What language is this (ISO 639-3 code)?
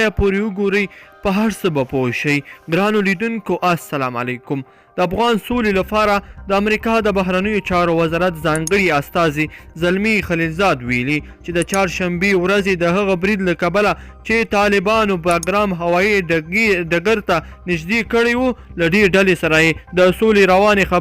pus